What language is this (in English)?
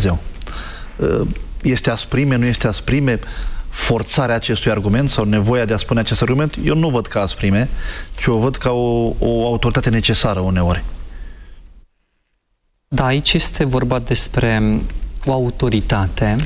Romanian